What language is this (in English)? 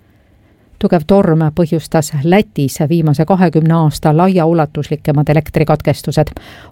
Estonian